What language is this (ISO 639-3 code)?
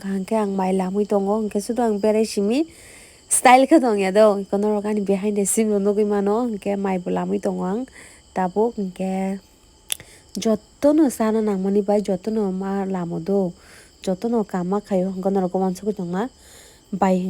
trp